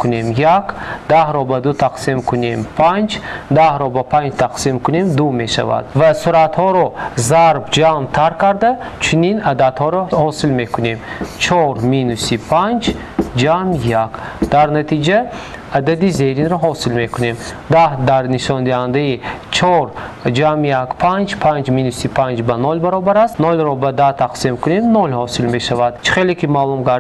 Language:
Tajik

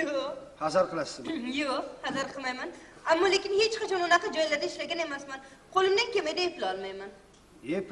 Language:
Uzbek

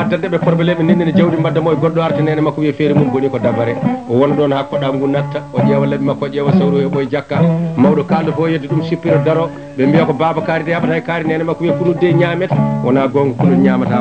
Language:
Fula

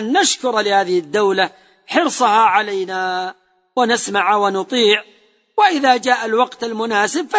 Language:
Arabic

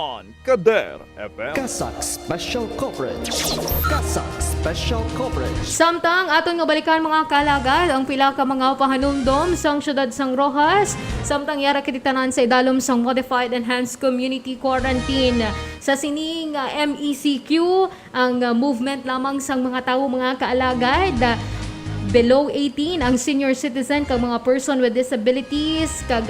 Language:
Hiligaynon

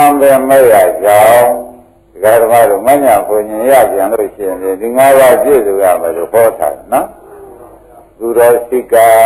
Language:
Burmese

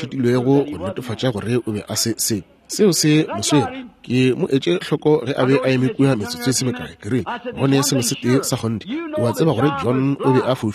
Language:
Northern Sotho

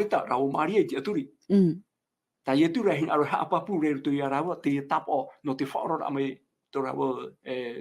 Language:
Tahitian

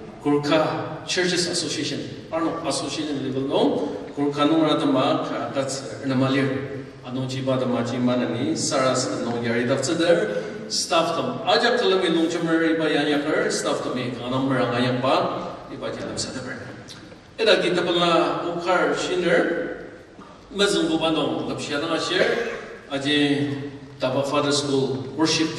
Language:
Ao Naga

